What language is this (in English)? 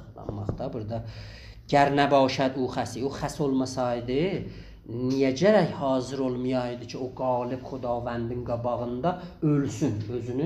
South Azerbaijani